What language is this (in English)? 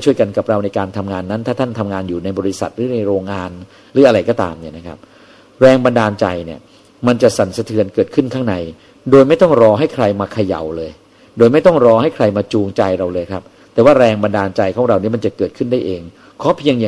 Thai